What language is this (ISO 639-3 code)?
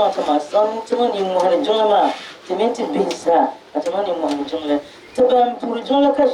dag